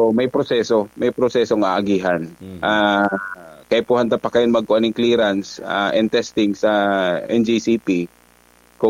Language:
Bikol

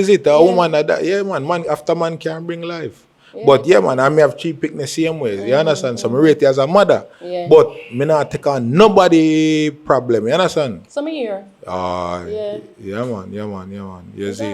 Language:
Jamaican Creole English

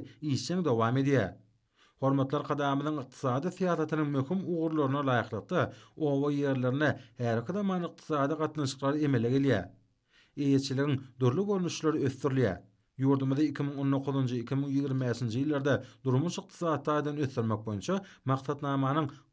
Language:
Turkmen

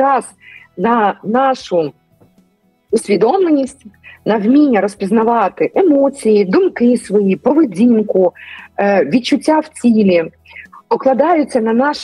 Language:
Ukrainian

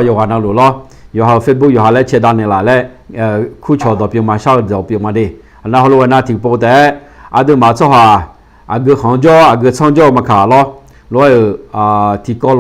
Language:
Akha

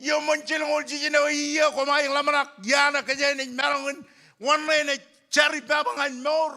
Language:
Marshallese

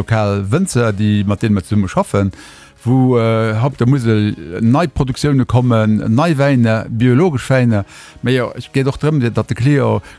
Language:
Luxembourgish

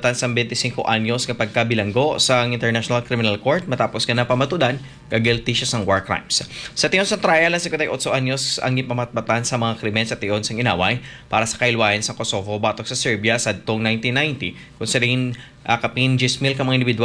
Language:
Hiligaynon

